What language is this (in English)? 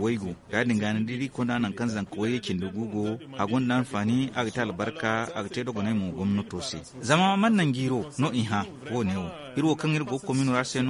Zarma